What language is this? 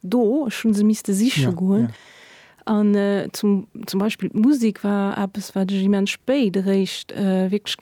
Luxembourgish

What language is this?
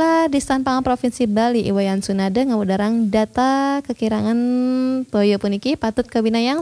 Balinese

